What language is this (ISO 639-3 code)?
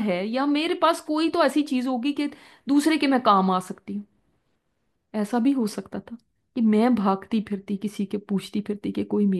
urd